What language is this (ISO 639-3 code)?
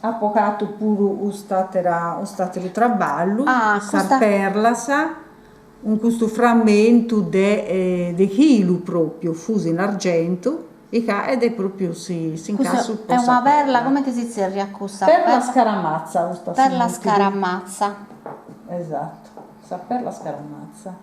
srd